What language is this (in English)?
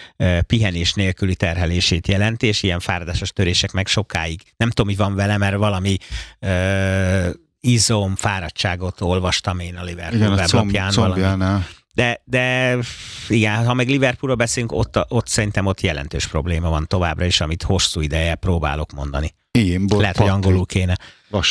Hungarian